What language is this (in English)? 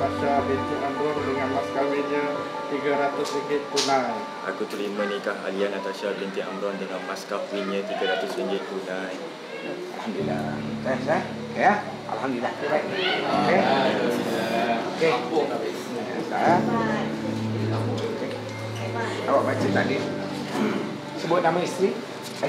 Malay